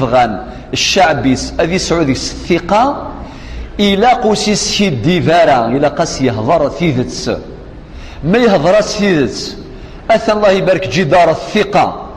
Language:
Kabyle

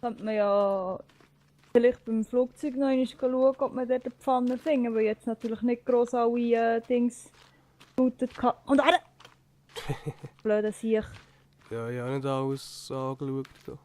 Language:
Swiss German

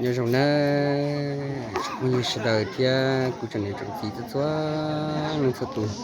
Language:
Hmong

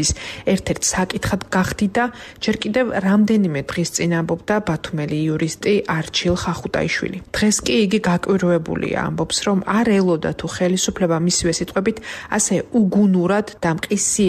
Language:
Georgian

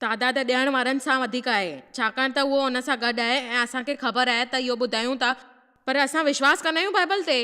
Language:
Sindhi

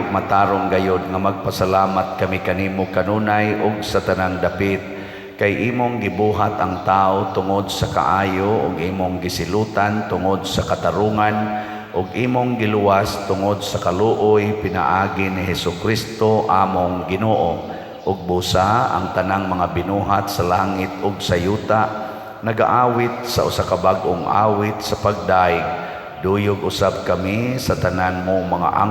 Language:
Cebuano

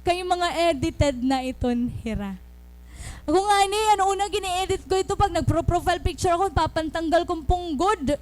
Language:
Waray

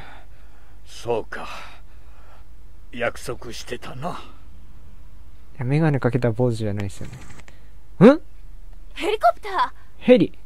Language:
Japanese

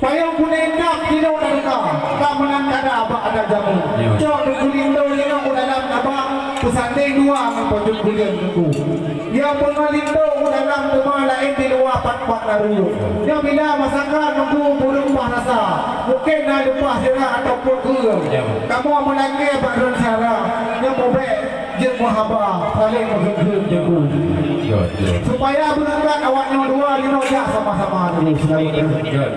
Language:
Achinese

